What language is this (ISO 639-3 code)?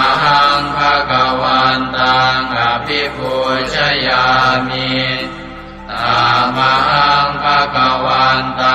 pli